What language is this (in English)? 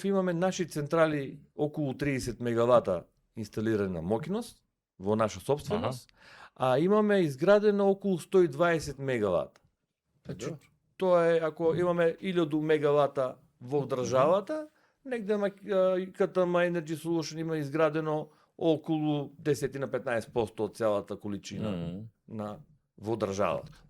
Macedonian